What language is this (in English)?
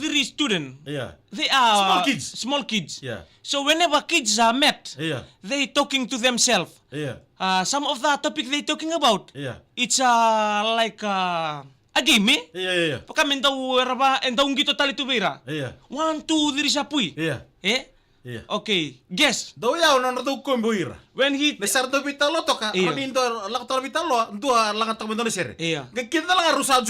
Fijian